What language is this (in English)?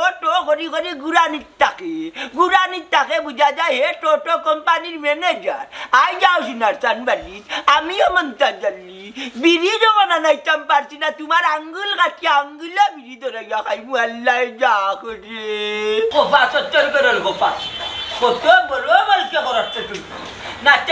Sylheti